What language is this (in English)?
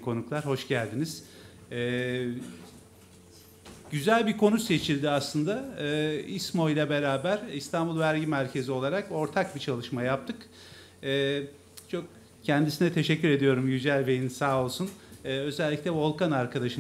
Turkish